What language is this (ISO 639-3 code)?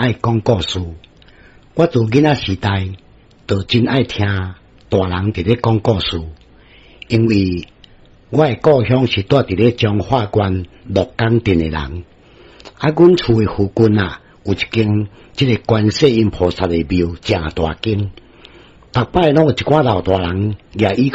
nan